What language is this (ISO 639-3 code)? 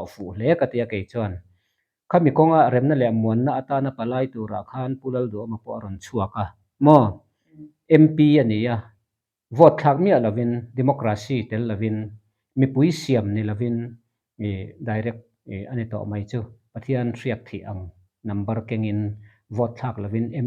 lus